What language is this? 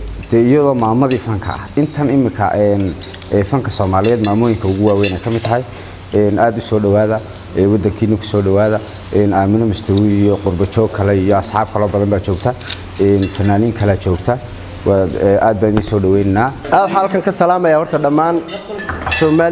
Somali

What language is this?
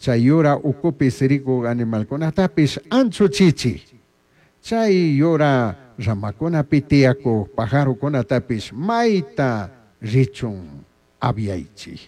Chimborazo Highland Quichua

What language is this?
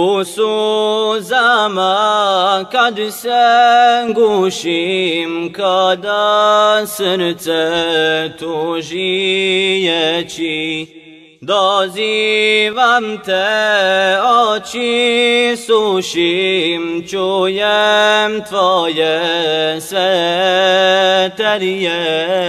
Bosnian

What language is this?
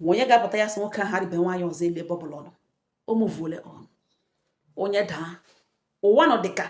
Igbo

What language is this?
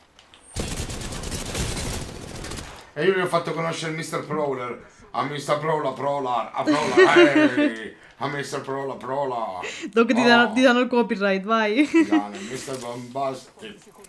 Italian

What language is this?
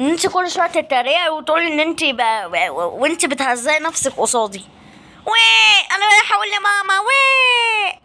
Egyptian Arabic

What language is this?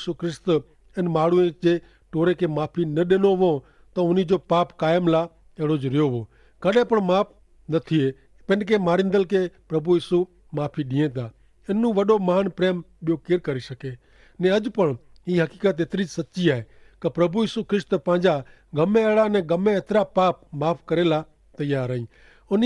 Kachhi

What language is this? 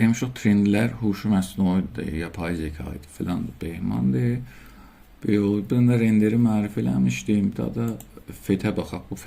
South Azerbaijani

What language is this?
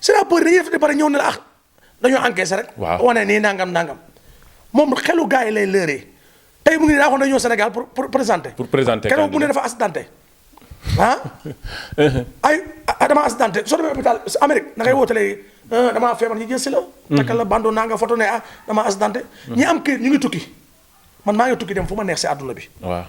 Wolof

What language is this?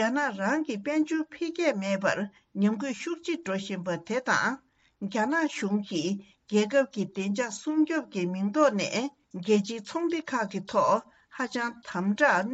Tibetan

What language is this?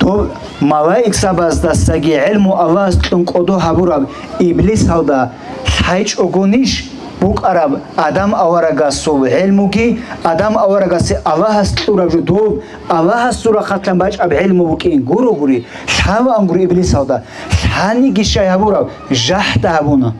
Avaric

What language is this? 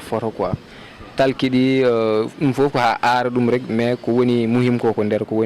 Fula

